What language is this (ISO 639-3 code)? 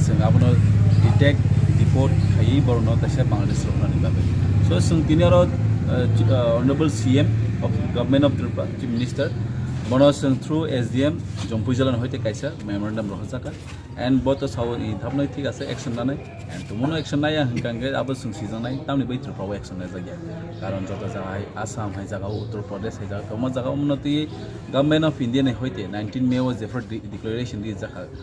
trp